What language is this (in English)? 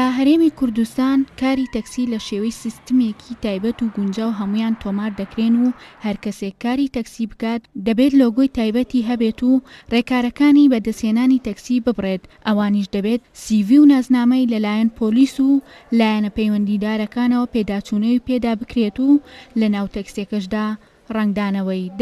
Central Kurdish